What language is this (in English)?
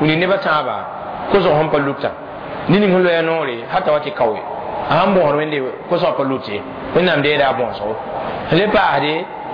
Mossi